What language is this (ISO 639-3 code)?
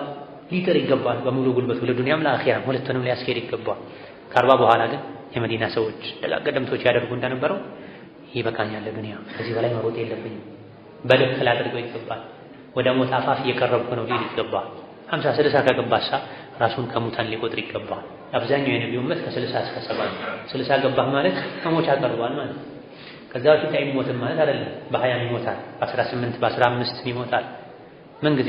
amh